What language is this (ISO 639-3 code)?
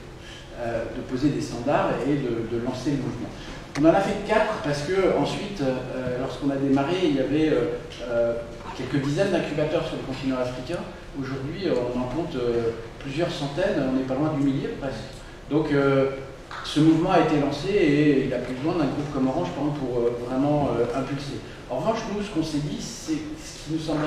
fra